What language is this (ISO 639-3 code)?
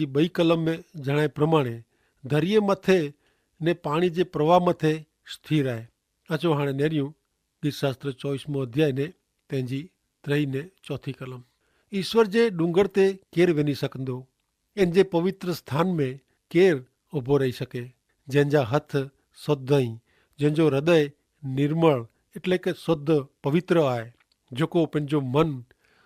kfr